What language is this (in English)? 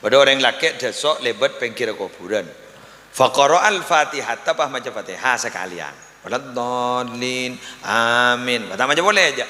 Madurese